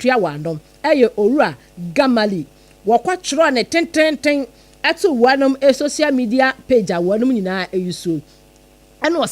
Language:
Akan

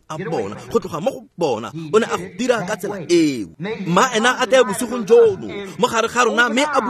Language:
Tswana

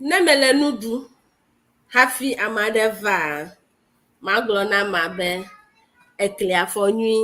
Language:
Ewe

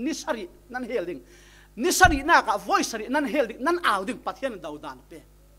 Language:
Falam Chin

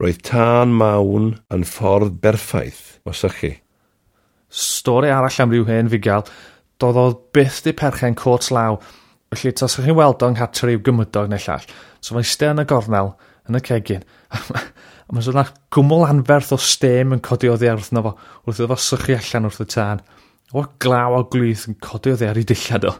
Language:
Welsh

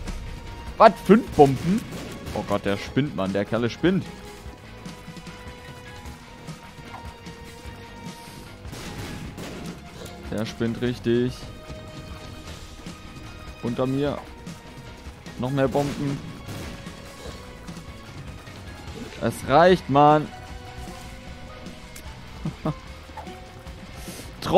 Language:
German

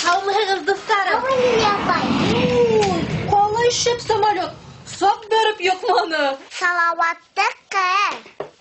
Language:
Bashkir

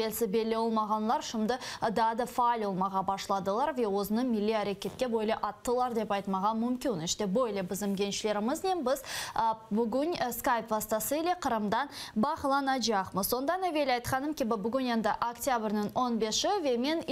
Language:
Crimean Tatar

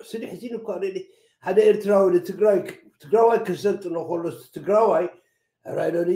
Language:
Tigrinya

